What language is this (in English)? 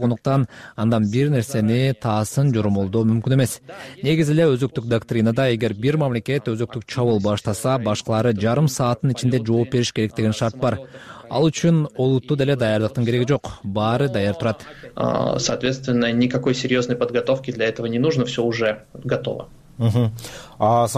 Kyrgyz